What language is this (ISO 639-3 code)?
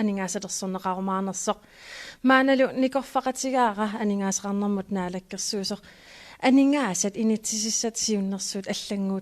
kal